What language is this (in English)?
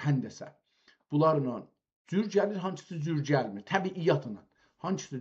South Azerbaijani